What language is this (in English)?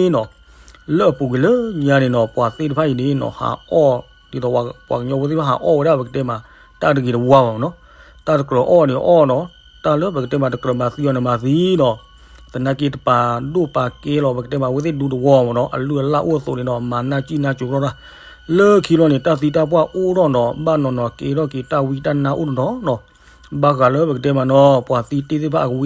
S'gaw Karen